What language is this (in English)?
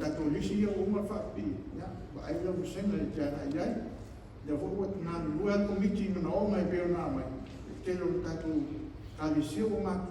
Samoan